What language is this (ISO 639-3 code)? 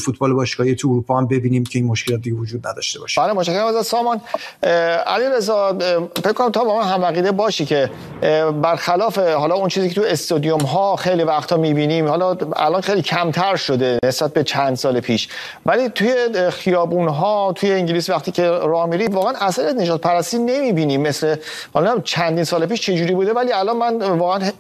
fas